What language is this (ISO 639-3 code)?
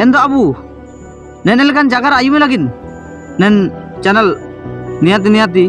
hoc